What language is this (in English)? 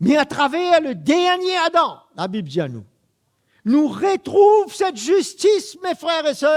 Morisyen